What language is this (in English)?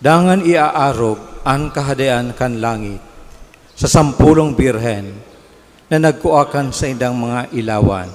Bikol